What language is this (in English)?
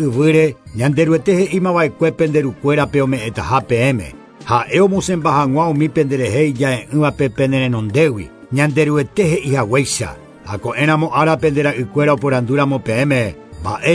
Guarani